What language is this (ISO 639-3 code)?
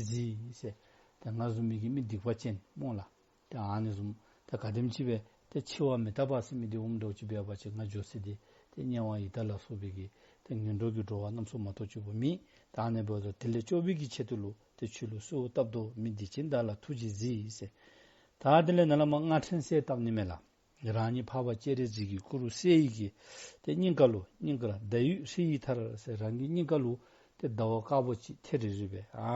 dzo